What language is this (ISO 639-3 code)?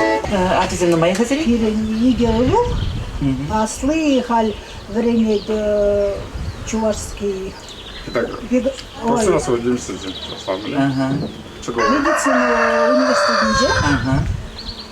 chv